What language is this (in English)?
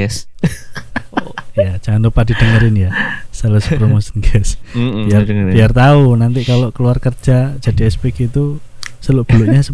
Indonesian